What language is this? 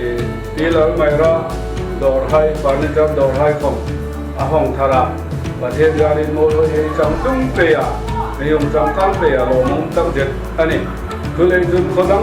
Hmar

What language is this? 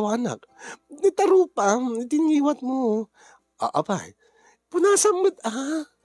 Iloko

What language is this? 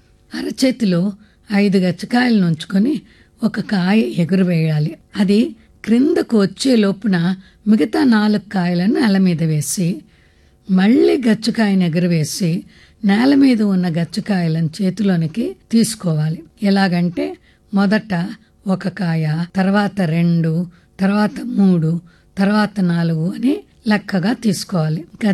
Telugu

